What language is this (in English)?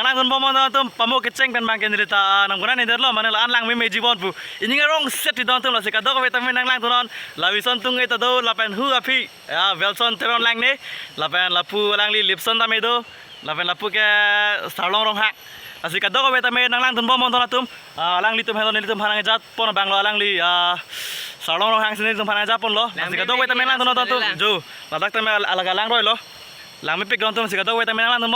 Karbi